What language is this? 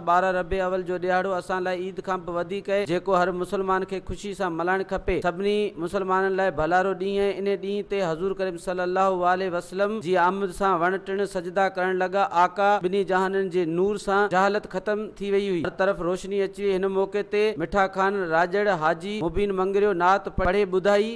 Sindhi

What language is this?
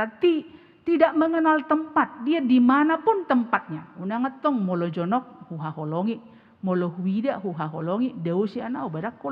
Batak Toba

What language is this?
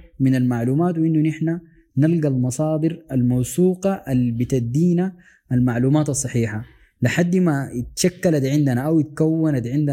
Sudanese Arabic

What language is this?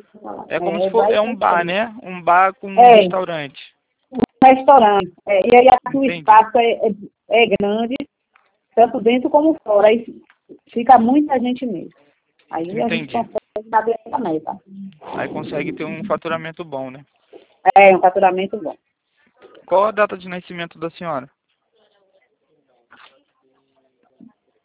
Portuguese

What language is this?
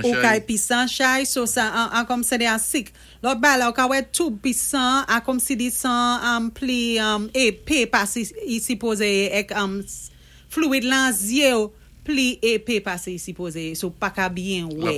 Saint Lucian Creole French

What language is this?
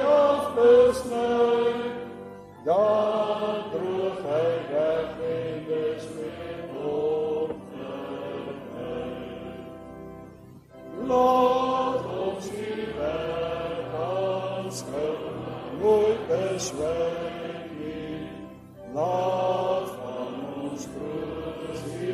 Afrikaans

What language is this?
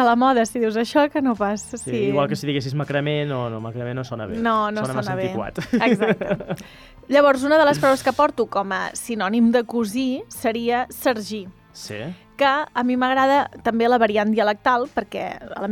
Catalan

